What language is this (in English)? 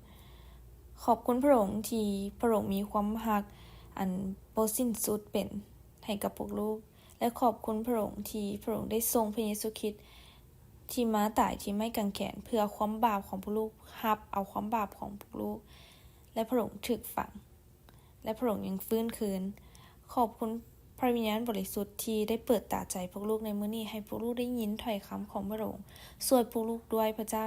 Lao